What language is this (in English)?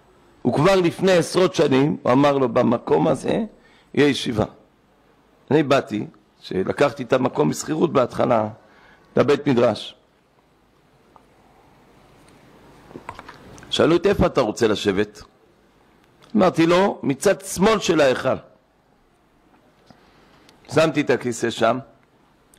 Hebrew